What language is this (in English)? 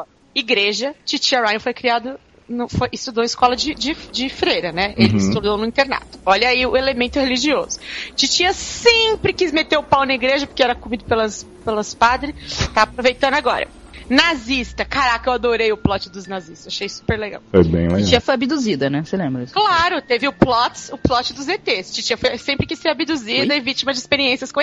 Portuguese